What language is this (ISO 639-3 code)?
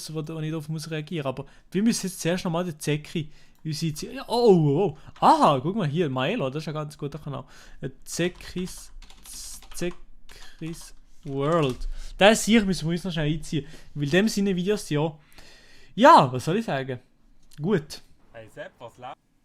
gsw